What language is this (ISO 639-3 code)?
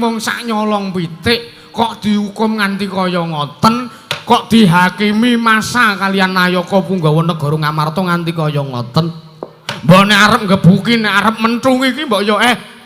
jav